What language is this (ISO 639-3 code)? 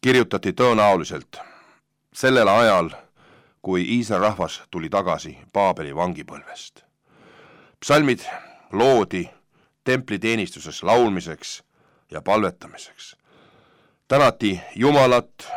est